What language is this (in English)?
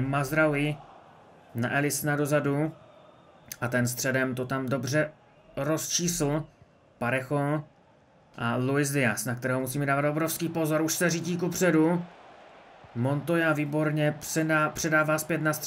Czech